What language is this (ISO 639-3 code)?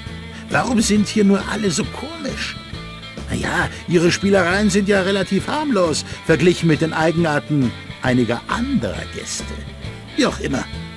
bar